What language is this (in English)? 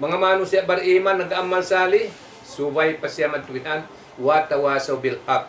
Tausug